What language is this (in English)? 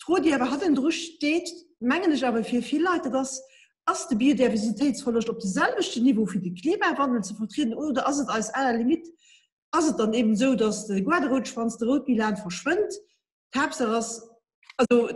Luxembourgish